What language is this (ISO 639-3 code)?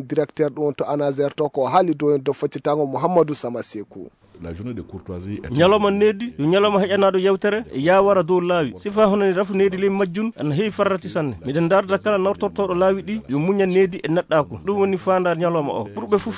ful